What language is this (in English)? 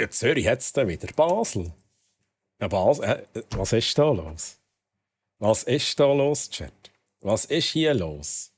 Swiss German